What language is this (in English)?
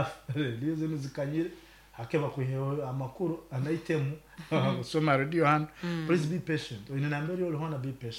Nyankole